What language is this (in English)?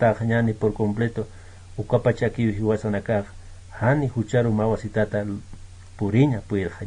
Aymara